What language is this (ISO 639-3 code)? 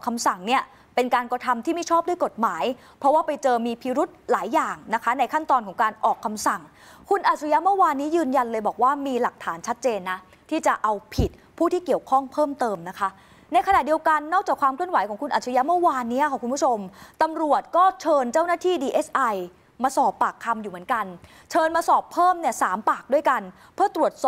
tha